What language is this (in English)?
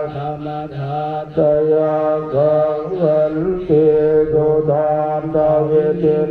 Pali